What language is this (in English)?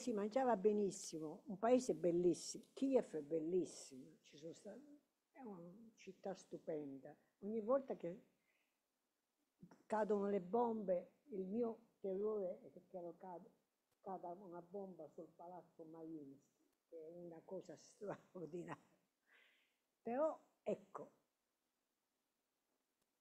Italian